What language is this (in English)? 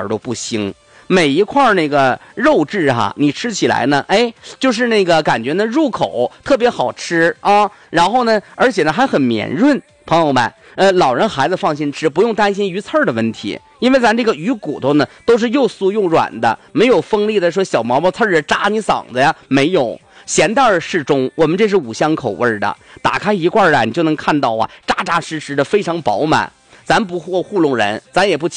Chinese